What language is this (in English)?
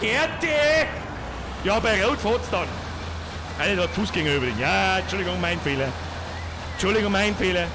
Bavarian